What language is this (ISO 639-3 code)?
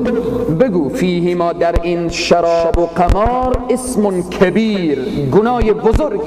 fas